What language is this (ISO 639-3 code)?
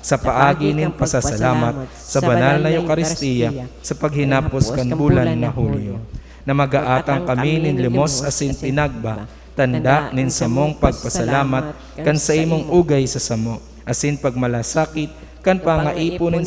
bik